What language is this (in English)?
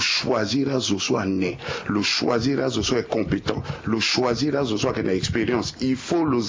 Sango